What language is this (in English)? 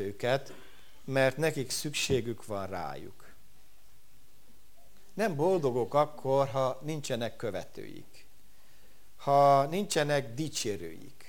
Hungarian